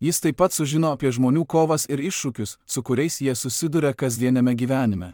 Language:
Lithuanian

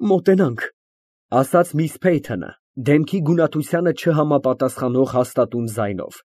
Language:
Armenian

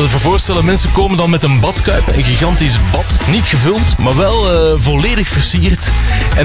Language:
Dutch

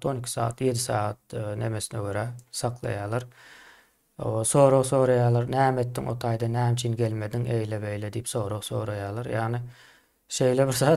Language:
Turkmen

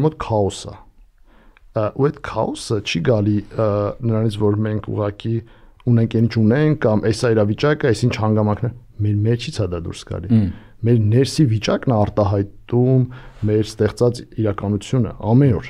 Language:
Armenian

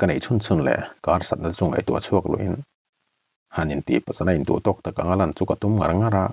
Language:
Mizo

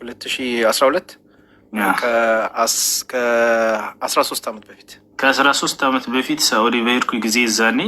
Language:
Amharic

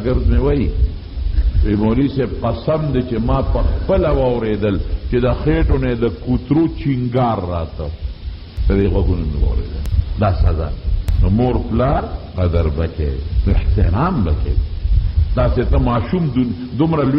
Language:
Pashto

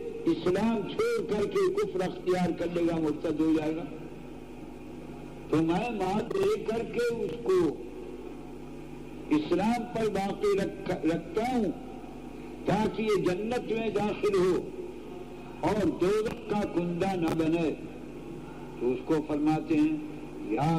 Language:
Urdu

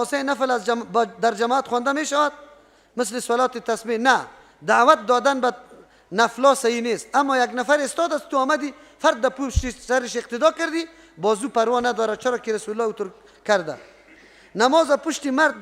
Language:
Persian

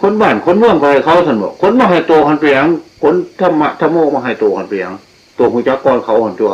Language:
Northeastern Thai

